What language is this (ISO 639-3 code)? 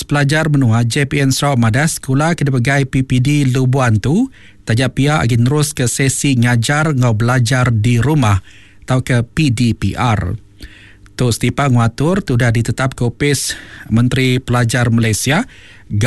iba